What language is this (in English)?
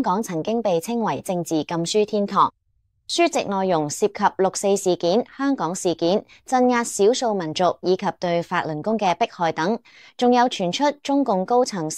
Cantonese